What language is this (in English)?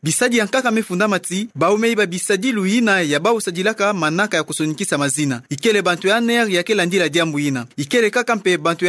Kituba (Democratic Republic of Congo)